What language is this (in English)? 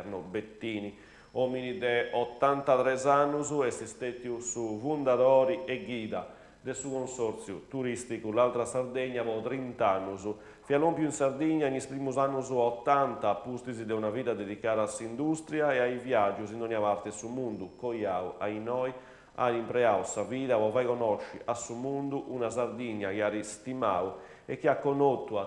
Sardinian